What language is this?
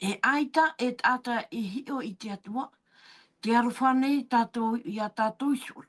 Tahitian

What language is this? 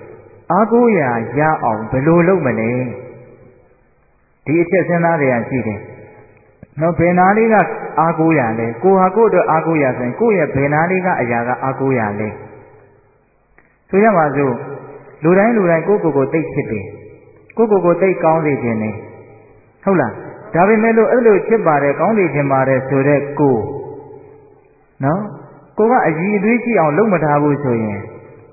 Burmese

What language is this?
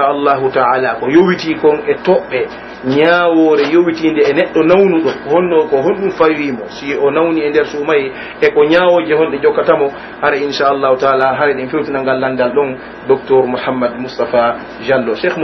Pular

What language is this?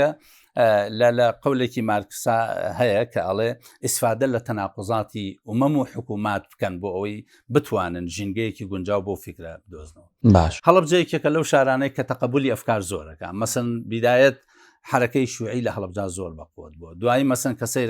Central Kurdish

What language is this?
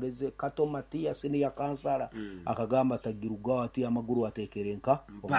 Nyankole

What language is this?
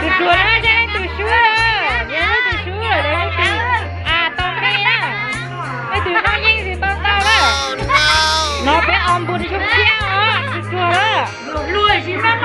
Hmong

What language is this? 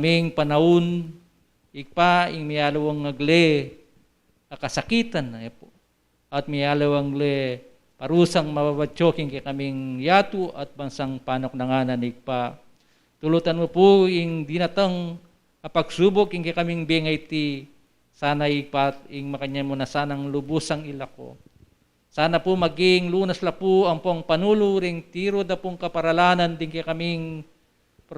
Pampanga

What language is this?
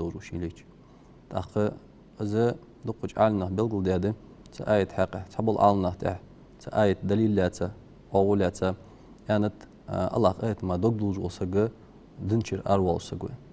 Ingush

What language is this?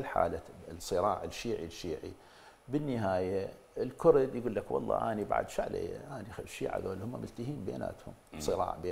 Mesopotamian Arabic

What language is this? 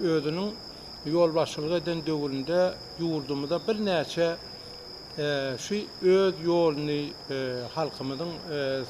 Turkmen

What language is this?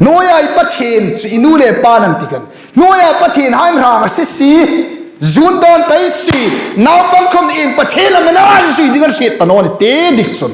Hmar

